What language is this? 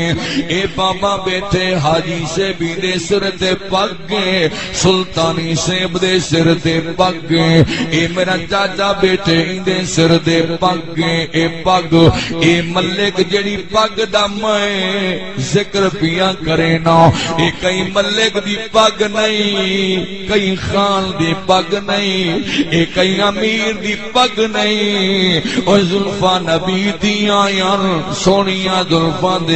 Saraiki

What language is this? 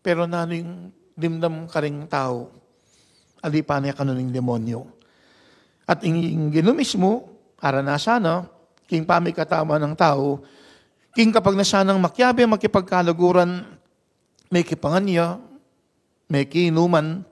Pampanga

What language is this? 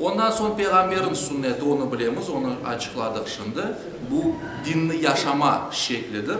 Crimean Tatar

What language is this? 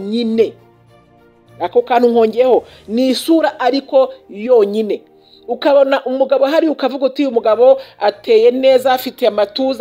Kinyarwanda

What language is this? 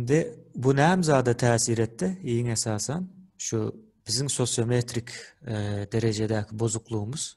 Turkmen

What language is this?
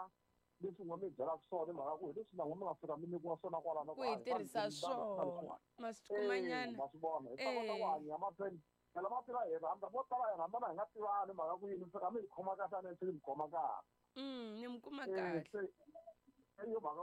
Tsonga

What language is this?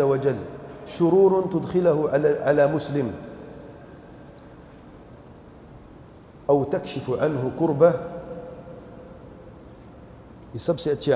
Urdu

